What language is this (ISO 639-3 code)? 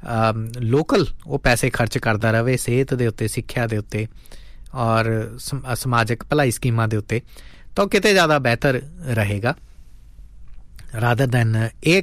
pan